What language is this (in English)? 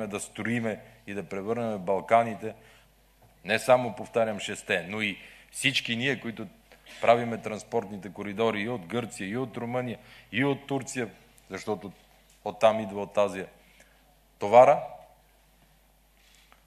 Bulgarian